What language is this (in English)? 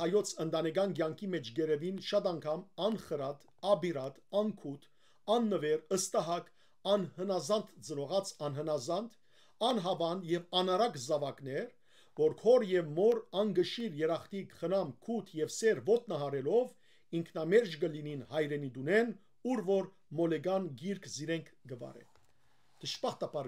Western Armenian